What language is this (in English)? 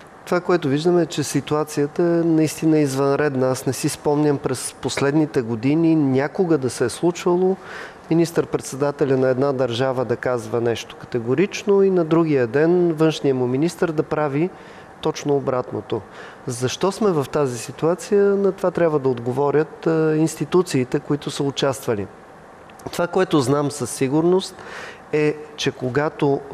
Bulgarian